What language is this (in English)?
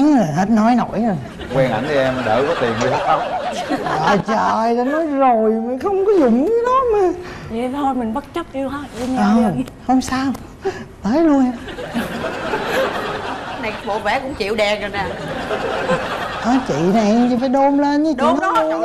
Vietnamese